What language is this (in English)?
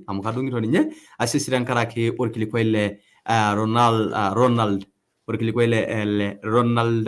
Masai